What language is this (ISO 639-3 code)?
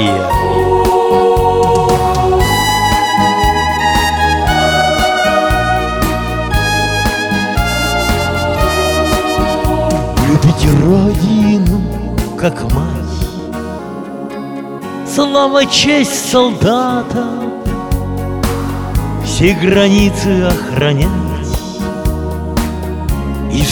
rus